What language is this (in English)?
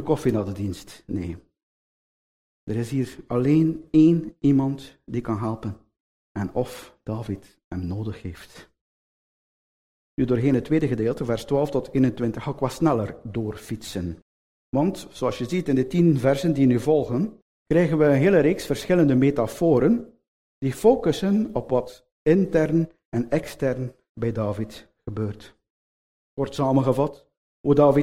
Dutch